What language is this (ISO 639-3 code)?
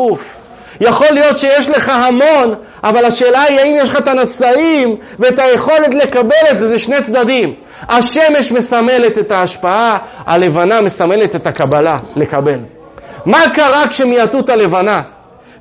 heb